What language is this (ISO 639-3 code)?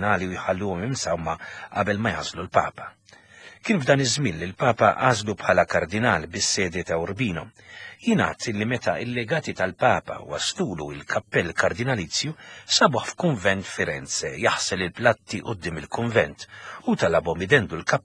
mlt